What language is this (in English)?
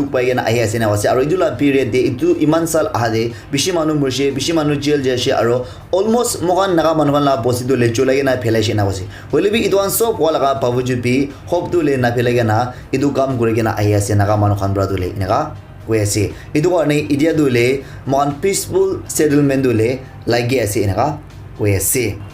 Naga Pidgin